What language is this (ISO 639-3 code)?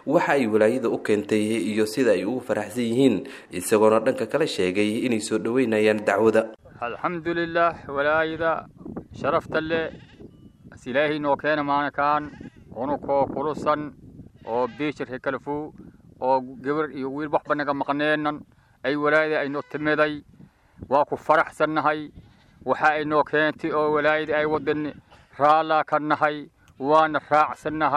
som